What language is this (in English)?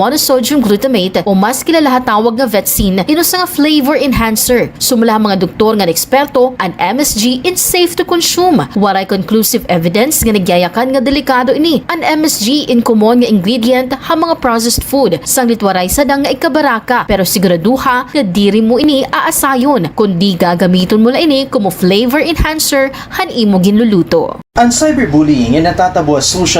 Waray